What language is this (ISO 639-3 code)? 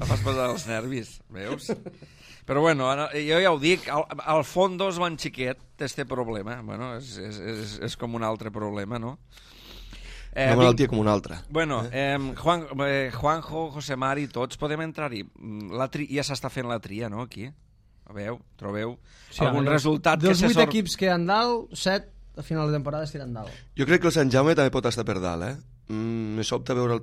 cat